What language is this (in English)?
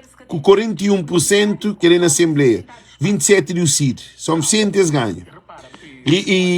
Kabuverdianu